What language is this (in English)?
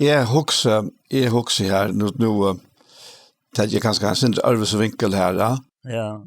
Faroese